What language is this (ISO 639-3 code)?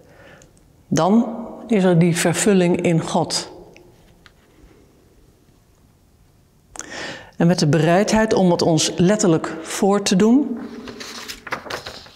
nld